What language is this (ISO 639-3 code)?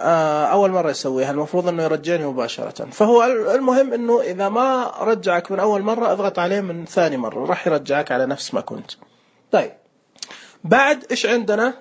ars